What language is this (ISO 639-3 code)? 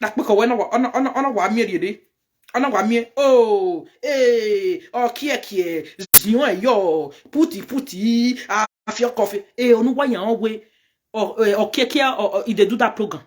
pcm